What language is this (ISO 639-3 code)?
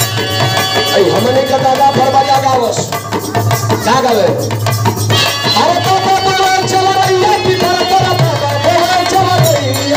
bho